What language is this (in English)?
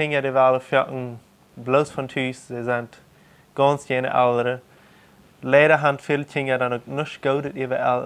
Plautdietsch